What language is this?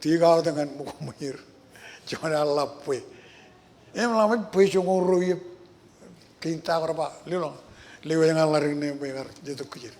Marshallese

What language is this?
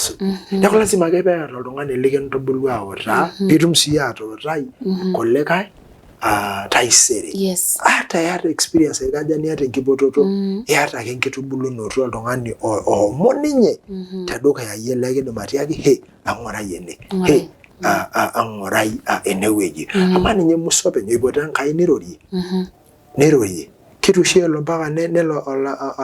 Masai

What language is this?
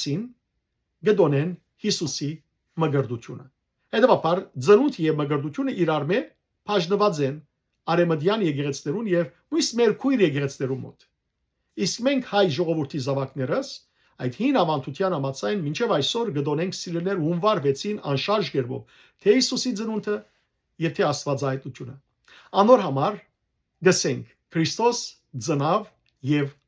Western Armenian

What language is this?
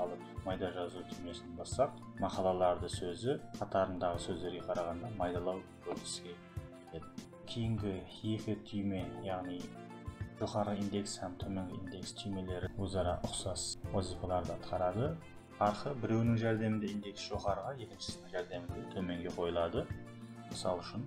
Kara-Kalpak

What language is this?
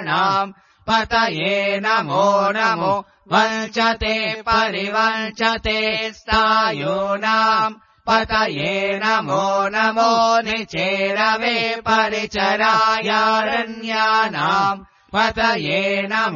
Sanskrit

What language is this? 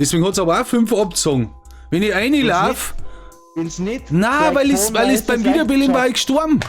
Bavarian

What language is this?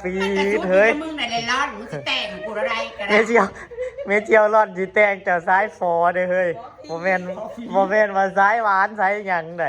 Northeastern Thai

